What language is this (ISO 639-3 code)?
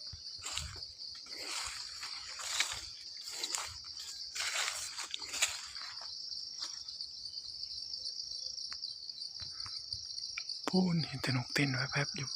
tts